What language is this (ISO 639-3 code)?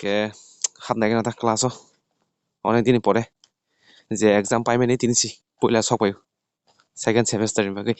trp